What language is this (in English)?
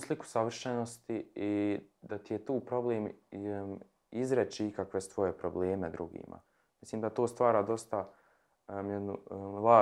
Croatian